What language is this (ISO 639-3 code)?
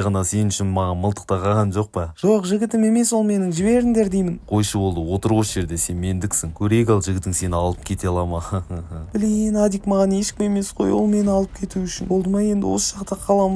kaz